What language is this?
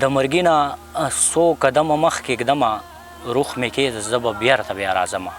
Pashto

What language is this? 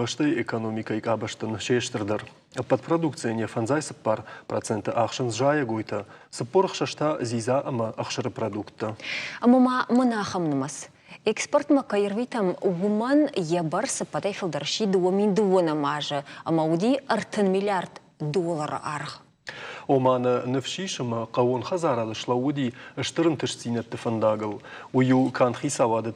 Ossetic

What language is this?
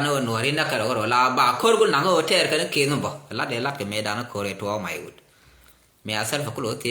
Nuer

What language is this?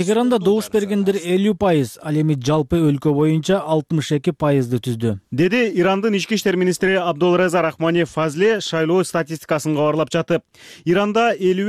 Kyrgyz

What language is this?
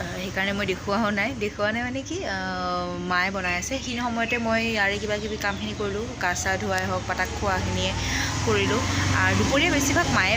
Assamese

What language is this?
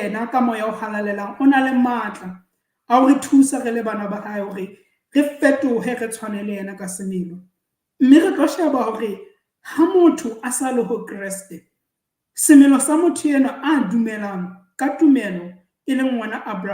Southern Sotho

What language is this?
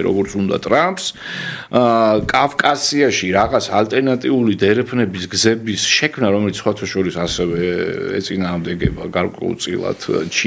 Georgian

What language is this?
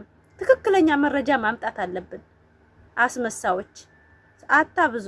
Amharic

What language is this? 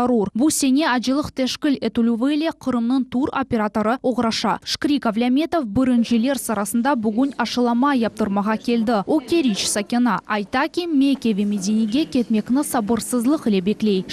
Crimean Tatar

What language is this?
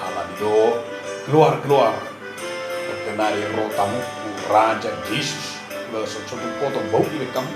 Batak Toba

